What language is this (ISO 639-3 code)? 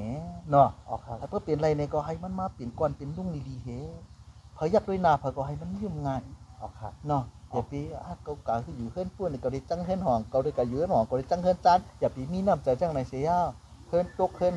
shn